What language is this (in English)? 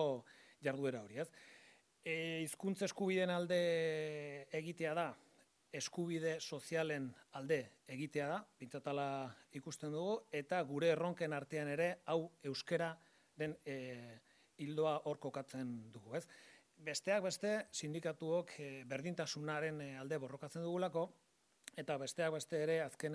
Basque